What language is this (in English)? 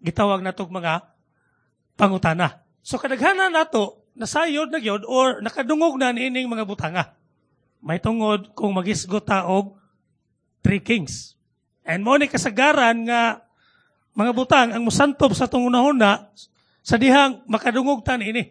Cebuano